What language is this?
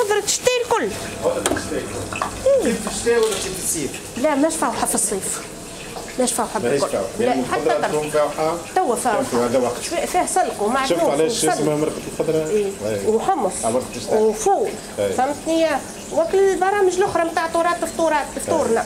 Tunisian Arabic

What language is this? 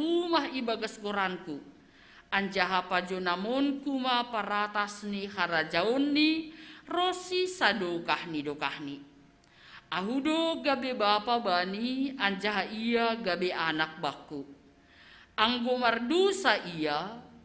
Batak Simalungun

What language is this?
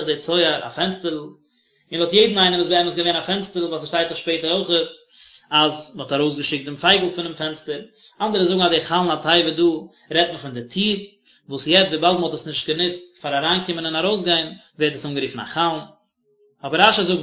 Yiddish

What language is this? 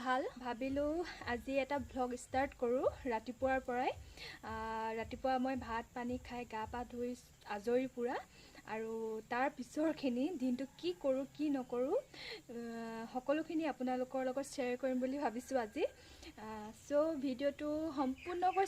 Assamese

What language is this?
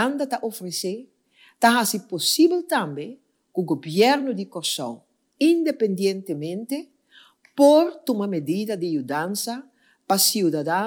Papiamento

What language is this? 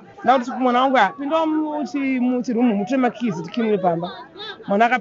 Shona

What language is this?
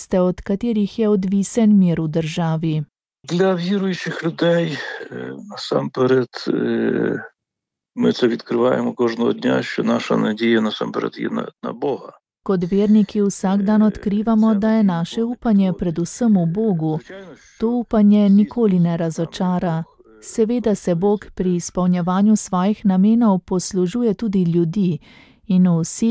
Slovenian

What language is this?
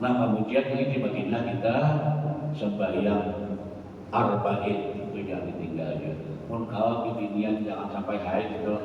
Banjar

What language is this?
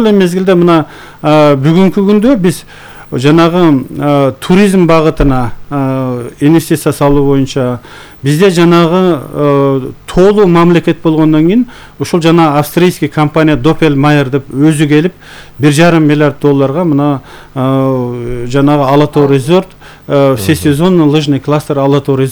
Kyrgyz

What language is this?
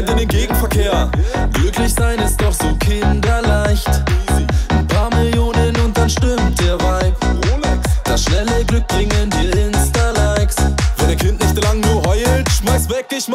German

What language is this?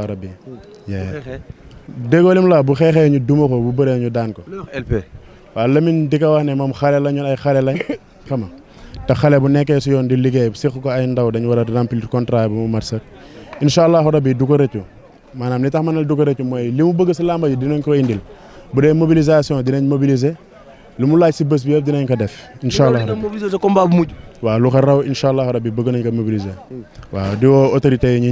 Wolof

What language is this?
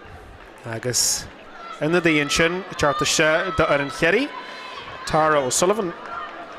Irish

